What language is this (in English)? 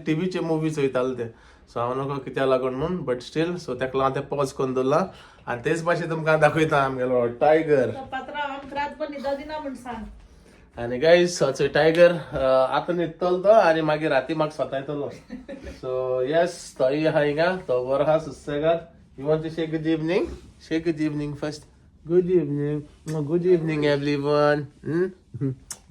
Konkani